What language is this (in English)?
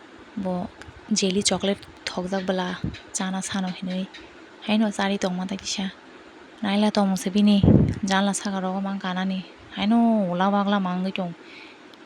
Kok Borok